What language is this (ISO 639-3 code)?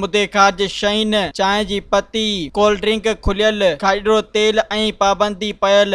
snd